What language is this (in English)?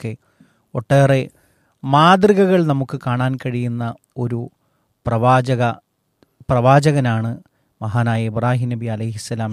Malayalam